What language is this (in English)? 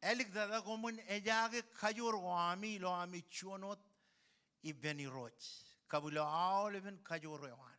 Marshallese